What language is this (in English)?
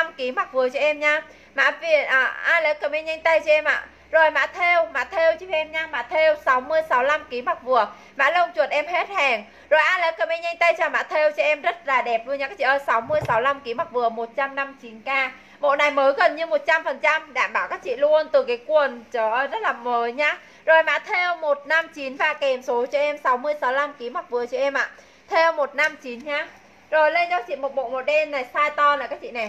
Vietnamese